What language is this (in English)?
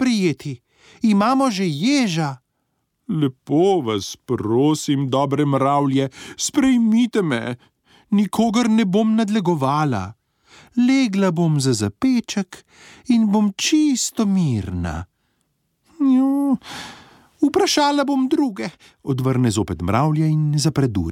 Slovenian